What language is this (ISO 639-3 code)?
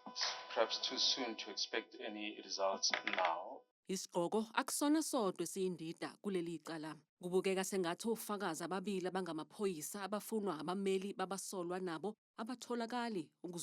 zul